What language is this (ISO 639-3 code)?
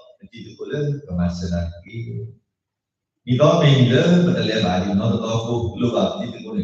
ksw